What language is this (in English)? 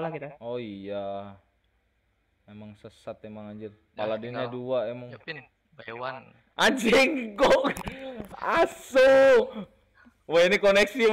Indonesian